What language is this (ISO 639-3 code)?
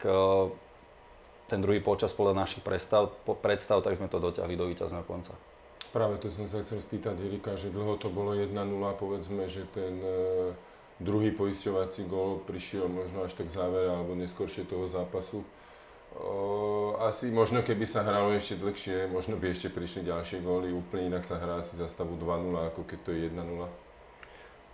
slk